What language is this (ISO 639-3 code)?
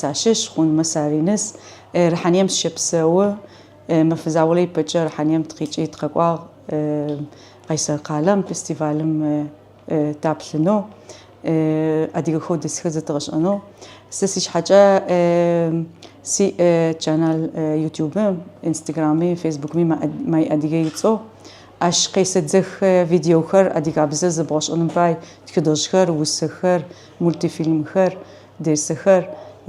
ady